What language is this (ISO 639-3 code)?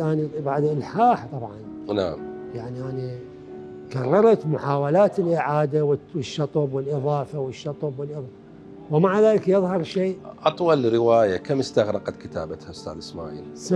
acm